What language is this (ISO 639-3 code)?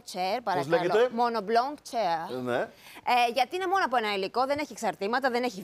ell